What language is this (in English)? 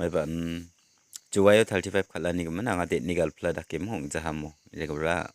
Garo